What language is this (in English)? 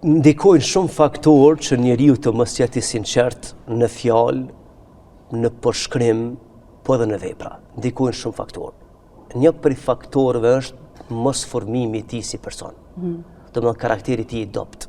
Albanian